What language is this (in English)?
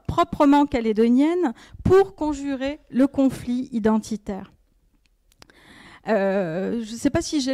French